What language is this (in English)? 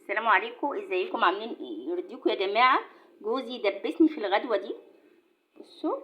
Egyptian Arabic